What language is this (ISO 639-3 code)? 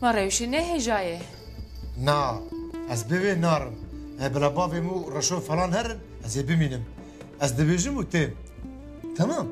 kur